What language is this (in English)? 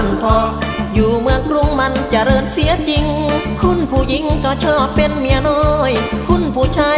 Thai